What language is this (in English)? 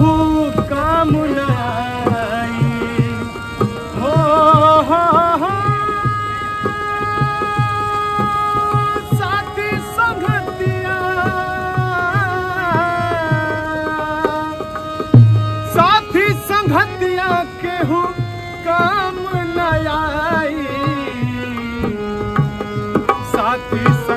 Bhojpuri